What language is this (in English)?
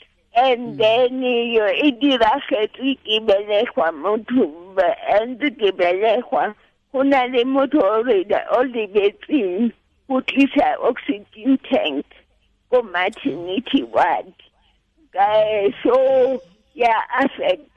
Tswana